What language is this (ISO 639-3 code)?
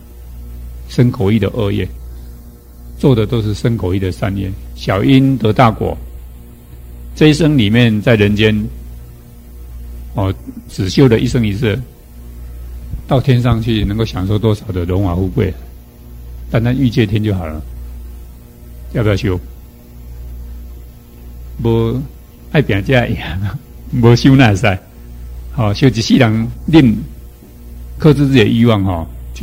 zho